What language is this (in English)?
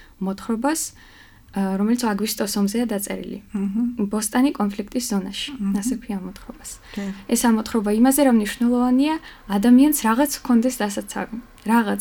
Georgian